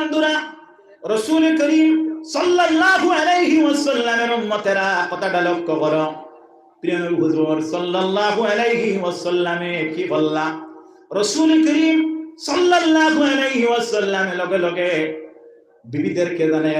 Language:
Sylheti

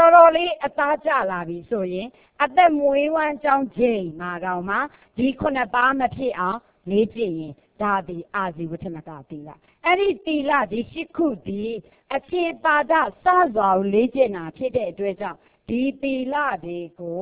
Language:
Burmese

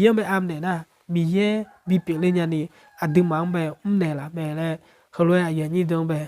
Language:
Akha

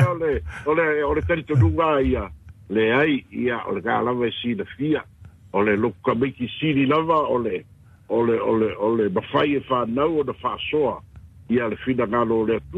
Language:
Samoan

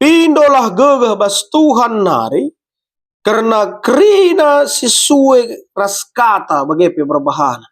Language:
Batak Karo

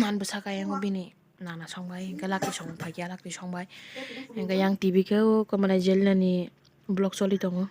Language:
Kok Borok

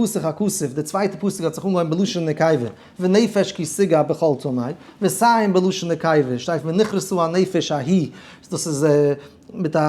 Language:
Yiddish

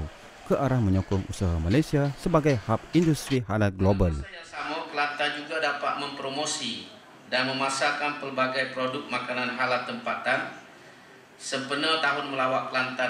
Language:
Malay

